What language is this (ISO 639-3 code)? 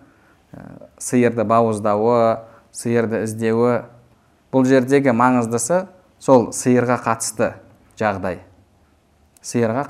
kaz